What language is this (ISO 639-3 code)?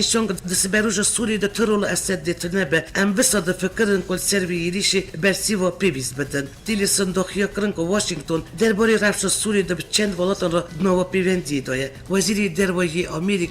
kur